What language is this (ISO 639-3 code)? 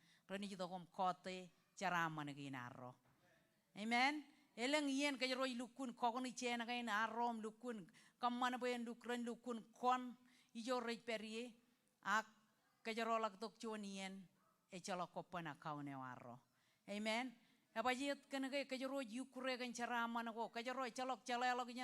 mah